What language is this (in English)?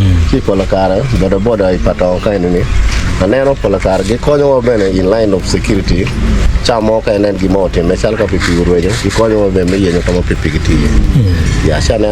Acoli